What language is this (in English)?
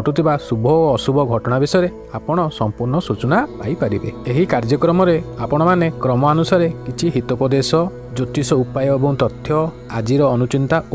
Odia